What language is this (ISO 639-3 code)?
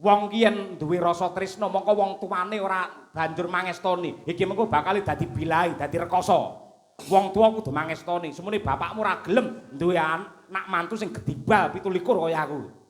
jav